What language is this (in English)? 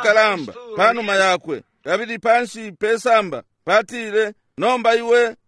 Bemba